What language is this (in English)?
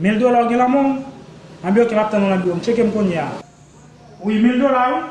Haitian Creole